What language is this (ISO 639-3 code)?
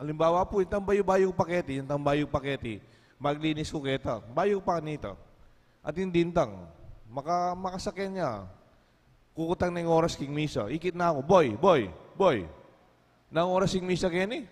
pam